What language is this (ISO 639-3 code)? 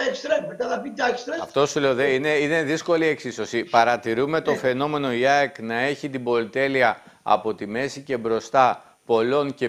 ell